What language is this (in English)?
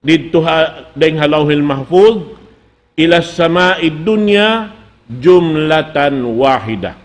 Tausug